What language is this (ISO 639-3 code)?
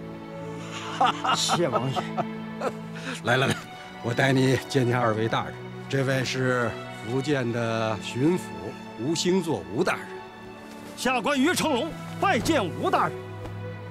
zho